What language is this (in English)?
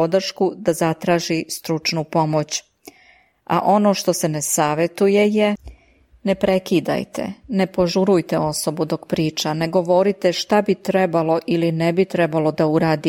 Serbian